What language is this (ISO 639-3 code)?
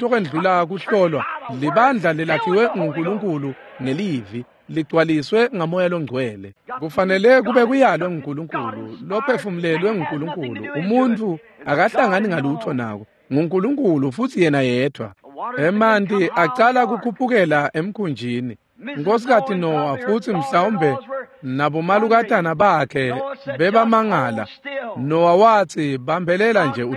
ssw